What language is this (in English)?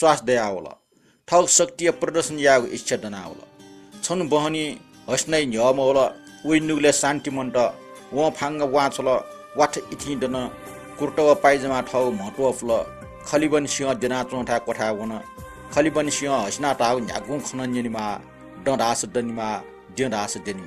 Newari